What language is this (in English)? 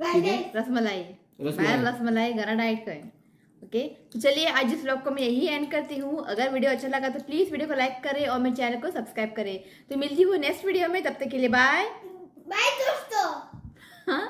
Konkani